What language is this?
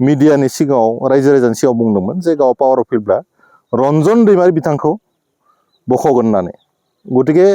Bodo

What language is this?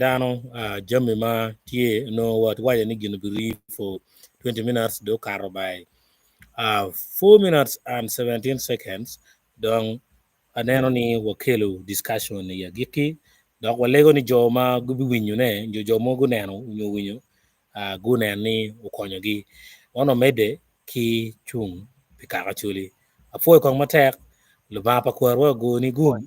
Acoli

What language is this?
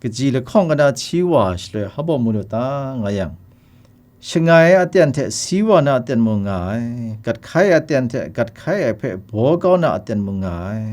Kachin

